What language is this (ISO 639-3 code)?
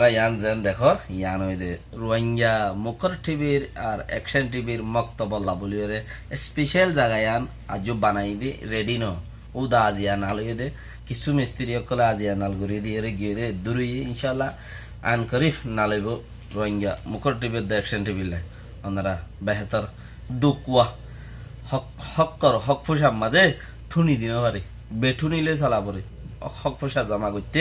rhg